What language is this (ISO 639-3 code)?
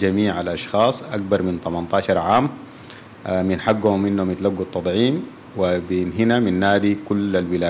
apd